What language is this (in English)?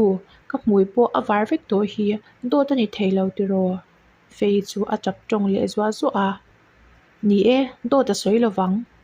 Mizo